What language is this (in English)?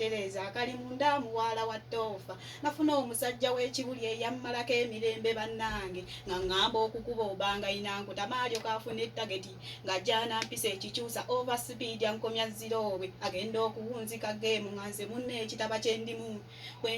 Ganda